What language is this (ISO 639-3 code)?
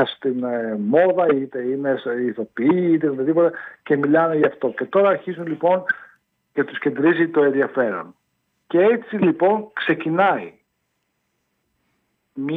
ell